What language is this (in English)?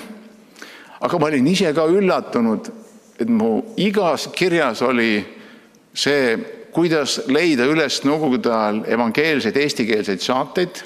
Estonian